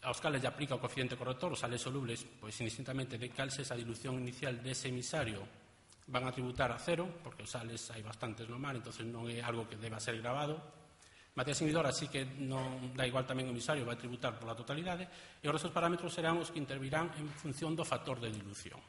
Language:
Galician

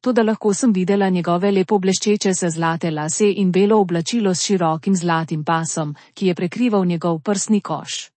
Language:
Slovenian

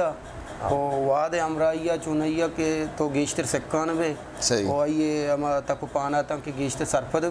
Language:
Eastern Balochi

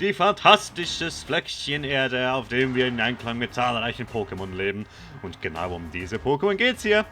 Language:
Swiss German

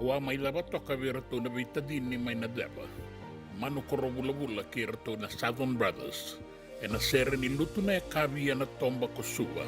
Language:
Fijian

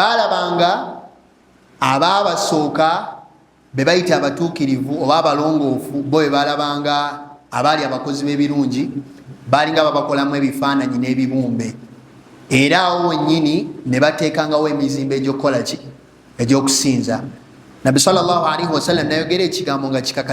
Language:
Ganda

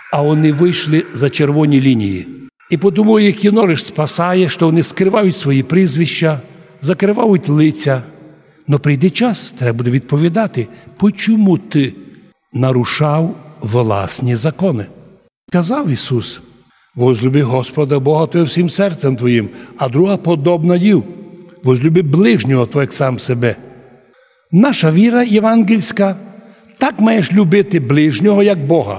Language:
Rusyn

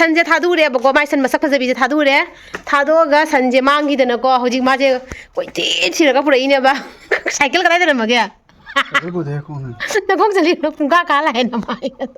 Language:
Manipuri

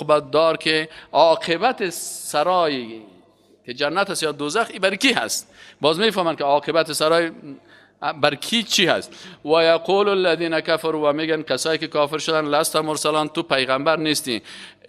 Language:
Persian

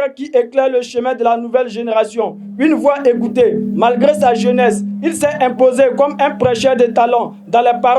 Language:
Bambara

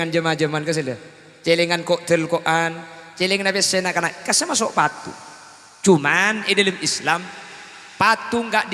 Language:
Madurese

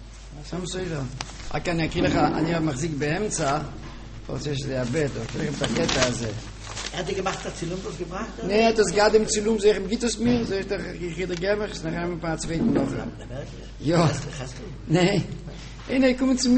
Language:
Hebrew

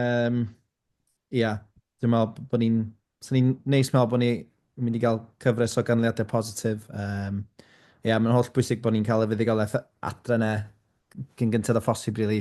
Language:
Welsh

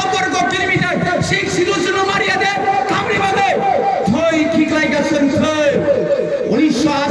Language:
Kok Borok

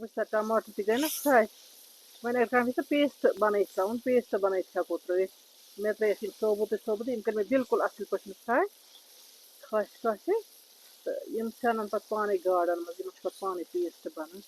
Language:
Kashmiri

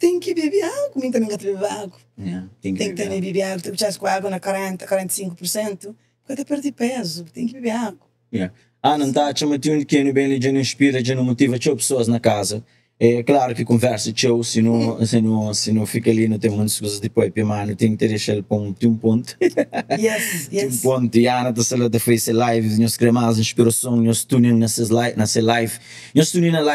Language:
Kabuverdianu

